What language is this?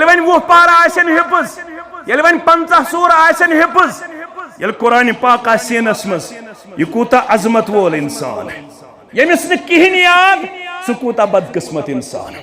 Kashmiri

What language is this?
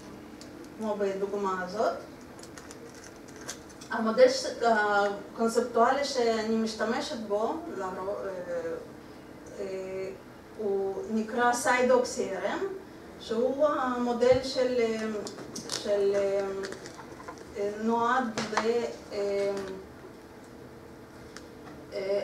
Hebrew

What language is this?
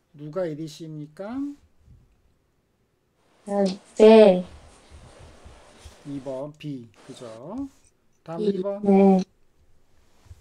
Korean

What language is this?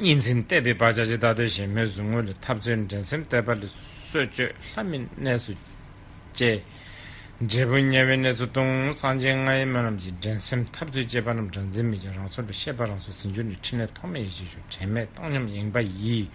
Tibetan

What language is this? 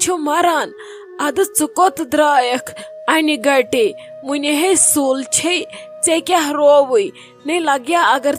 Kashmiri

